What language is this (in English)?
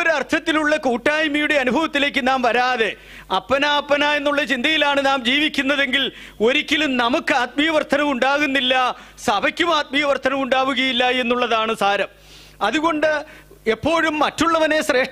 Malayalam